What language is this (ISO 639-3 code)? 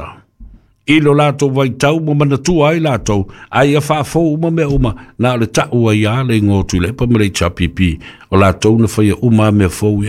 smo